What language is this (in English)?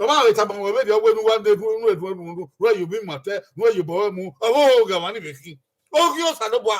Bini